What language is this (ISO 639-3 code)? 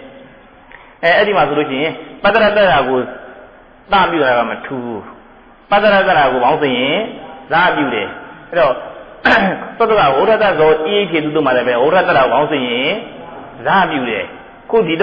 mya